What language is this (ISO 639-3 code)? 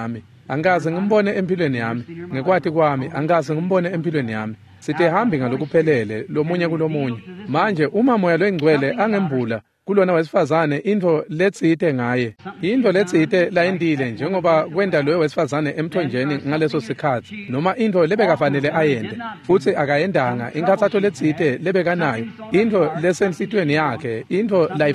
ssw